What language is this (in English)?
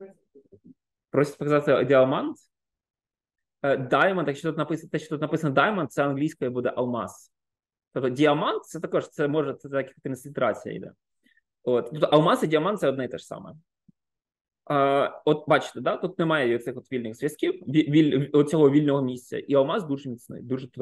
Ukrainian